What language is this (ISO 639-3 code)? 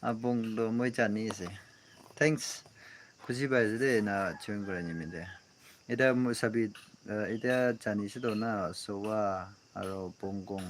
nag